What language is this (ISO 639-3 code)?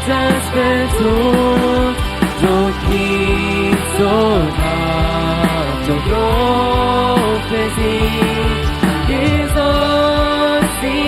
pdt